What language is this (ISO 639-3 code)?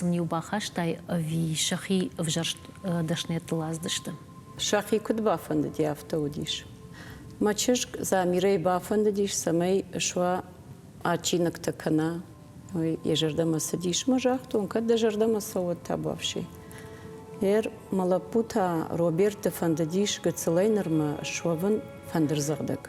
oss